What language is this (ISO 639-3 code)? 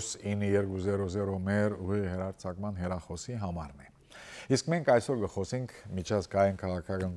hyw